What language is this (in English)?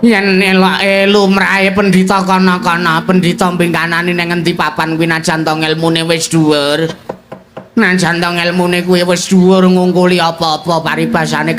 Javanese